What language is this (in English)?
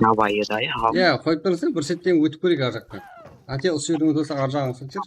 Kara-Kalpak